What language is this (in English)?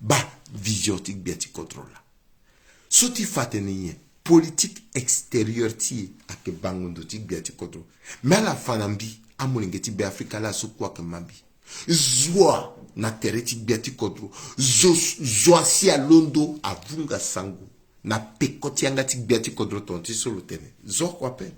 Sango